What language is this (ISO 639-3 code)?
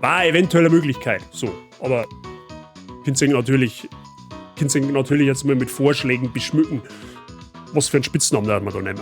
bar